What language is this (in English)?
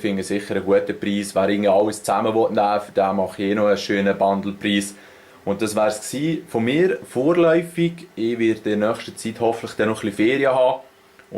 Swiss German